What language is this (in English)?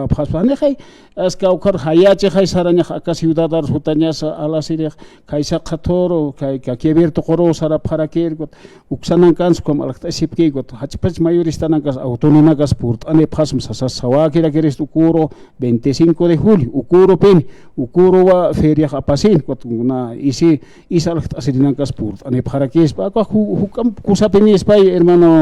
Aymara